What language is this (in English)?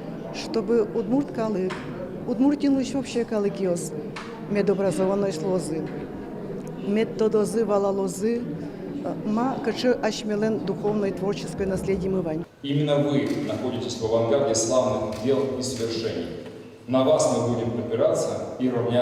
Udmurt